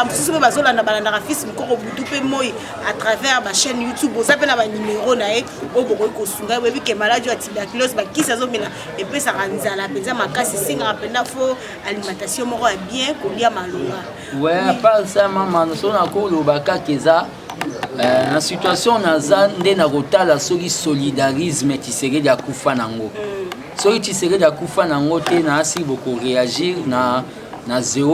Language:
Lingala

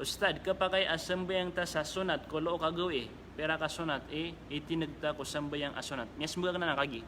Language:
Maranao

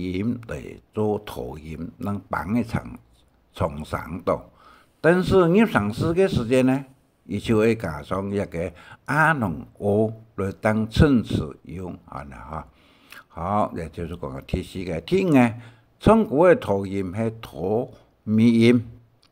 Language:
Hakka Chinese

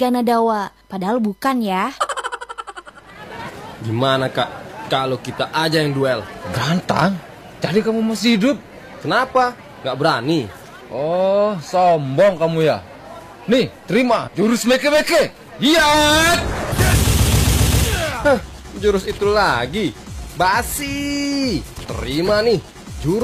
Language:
Indonesian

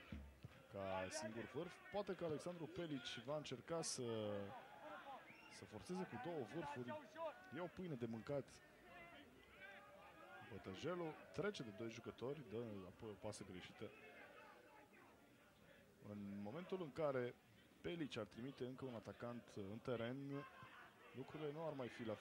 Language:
Romanian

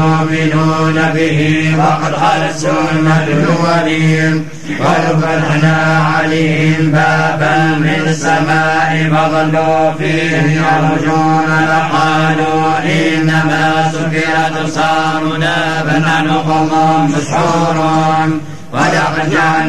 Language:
Arabic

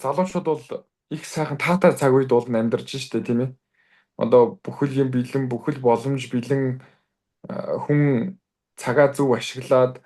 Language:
Mongolian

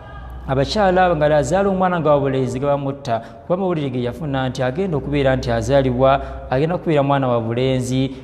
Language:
Ganda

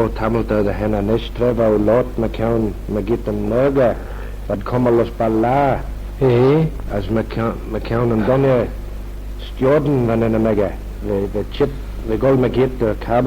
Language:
Manx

